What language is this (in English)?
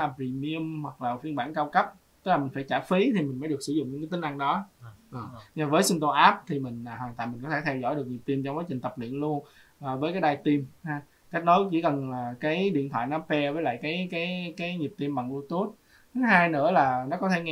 Vietnamese